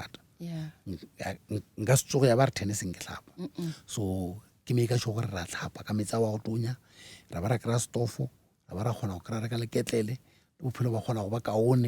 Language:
Northern Sotho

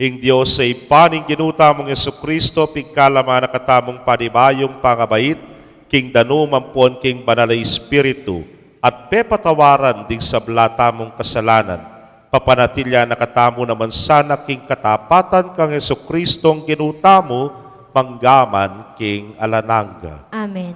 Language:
Pampanga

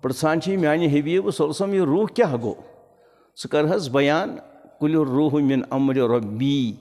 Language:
Kashmiri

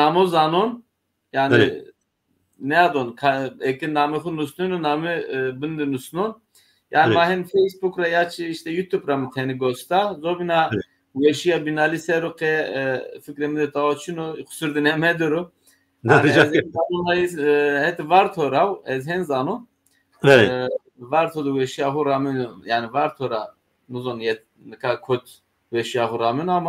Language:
Zaza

